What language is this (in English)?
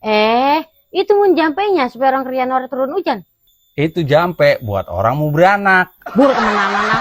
Betawi